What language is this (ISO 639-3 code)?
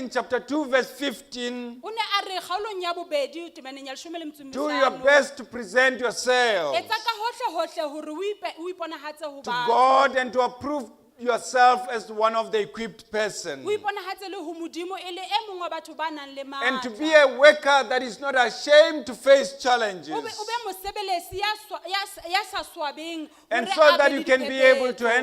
sot